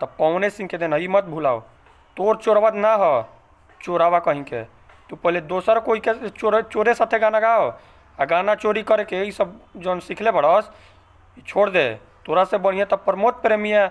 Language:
Bhojpuri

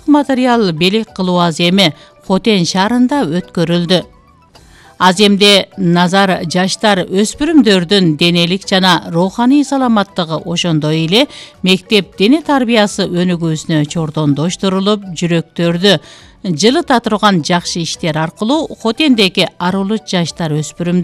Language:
Kyrgyz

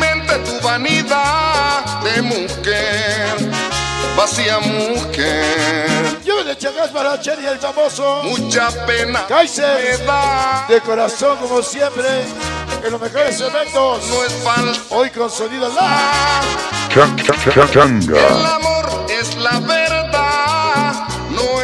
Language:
Spanish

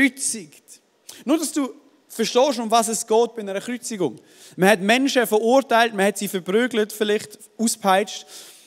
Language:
Swiss German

